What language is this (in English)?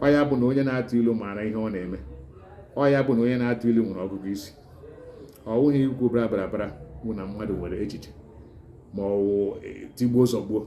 Igbo